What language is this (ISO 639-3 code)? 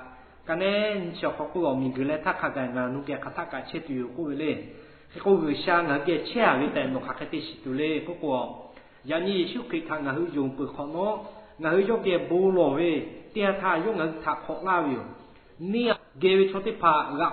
lhu